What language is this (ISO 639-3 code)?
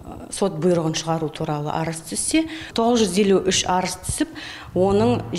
kaz